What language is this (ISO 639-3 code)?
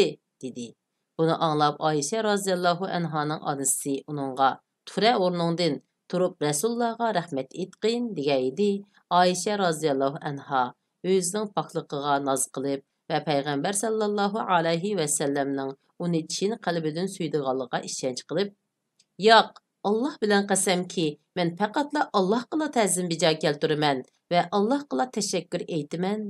uig